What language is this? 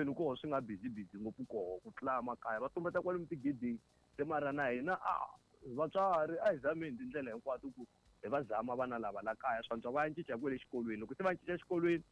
Tsonga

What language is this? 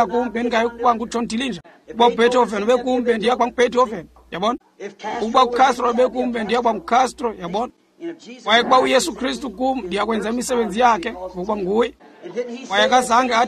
Xhosa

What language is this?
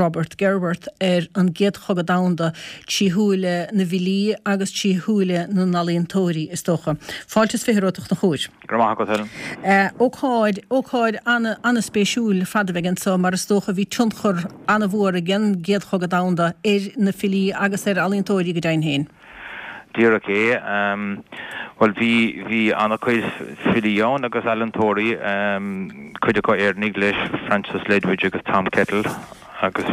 Irish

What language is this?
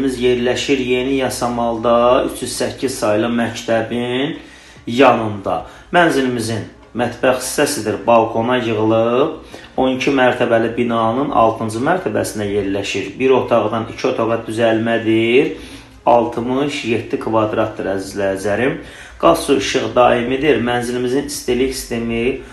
Azerbaijani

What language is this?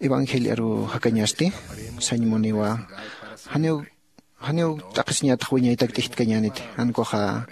Aymara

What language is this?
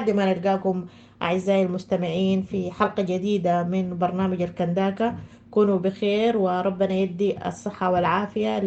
Sudanese Arabic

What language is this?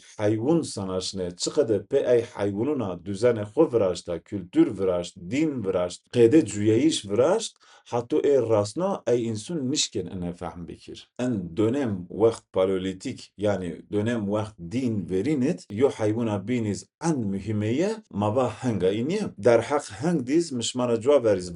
Zaza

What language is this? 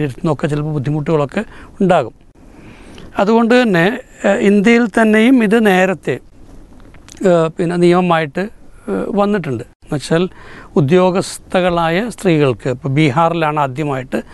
Malayalam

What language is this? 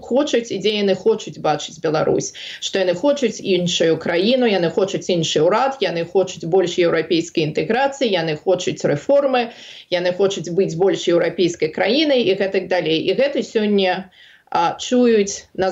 Belarusian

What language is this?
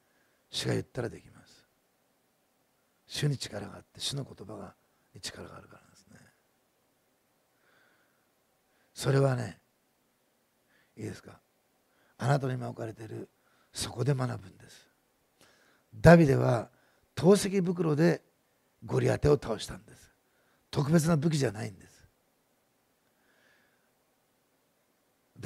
Japanese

